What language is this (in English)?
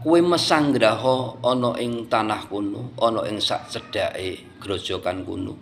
Javanese